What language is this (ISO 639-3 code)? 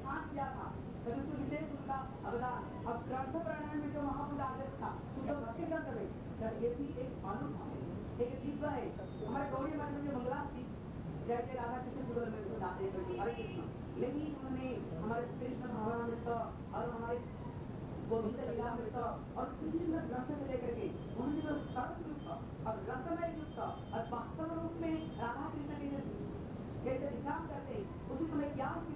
hin